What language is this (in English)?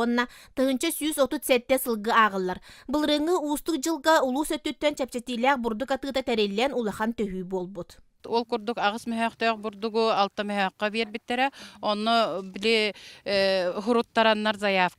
Yakut